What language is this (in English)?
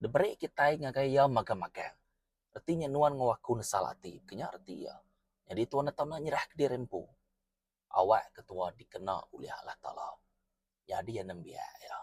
Iban